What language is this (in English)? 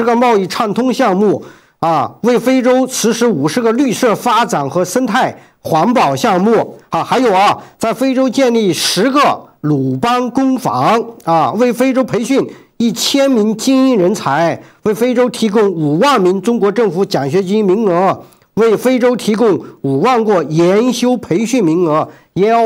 Chinese